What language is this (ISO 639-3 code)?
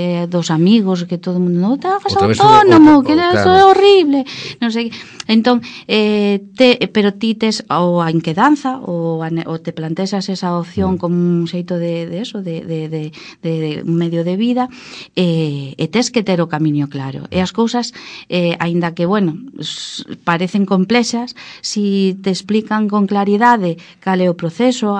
glg